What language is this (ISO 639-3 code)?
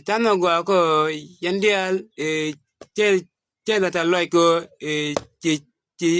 nus